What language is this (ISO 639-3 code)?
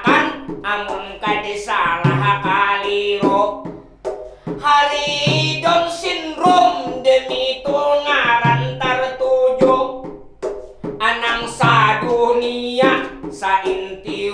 bjn